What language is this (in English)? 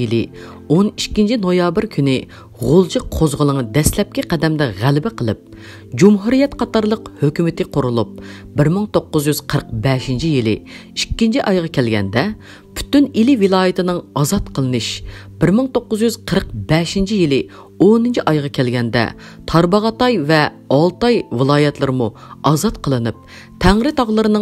Uyghur